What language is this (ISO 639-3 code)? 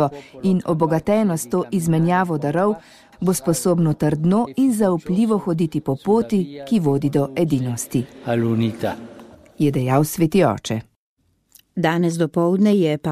slv